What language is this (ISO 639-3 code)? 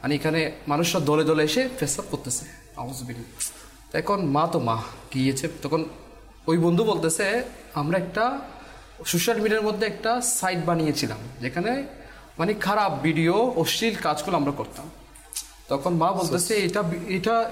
ben